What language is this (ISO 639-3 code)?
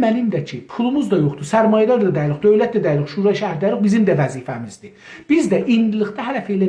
azb